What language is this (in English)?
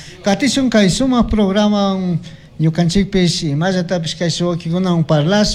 Chimborazo Highland Quichua